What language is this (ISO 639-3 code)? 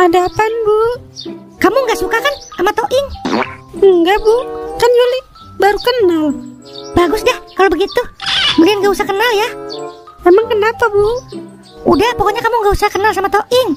bew